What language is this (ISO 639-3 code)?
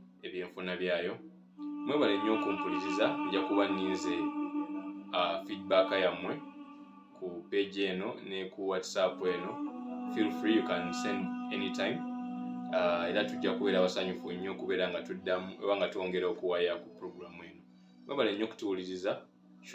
lug